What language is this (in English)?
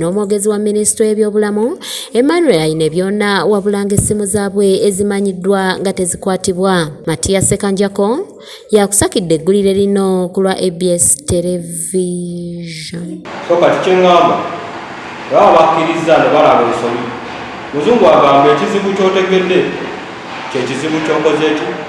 Ganda